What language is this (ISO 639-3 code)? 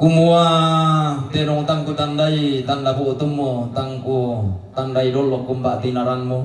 sda